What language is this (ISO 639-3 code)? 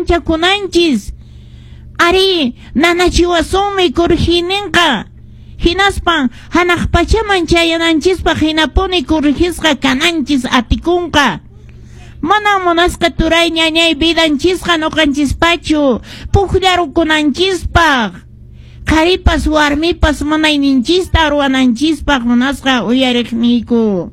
que